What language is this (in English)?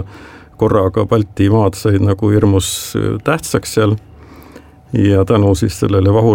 Estonian